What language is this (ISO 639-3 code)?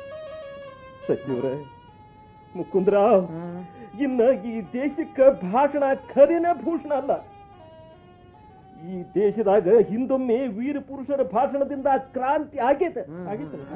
kan